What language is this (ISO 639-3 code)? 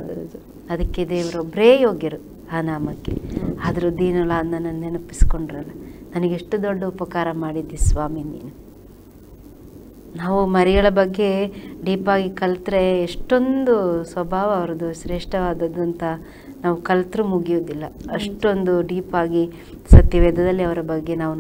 kan